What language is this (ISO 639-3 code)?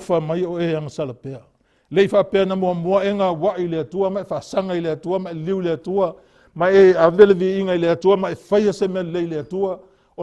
smo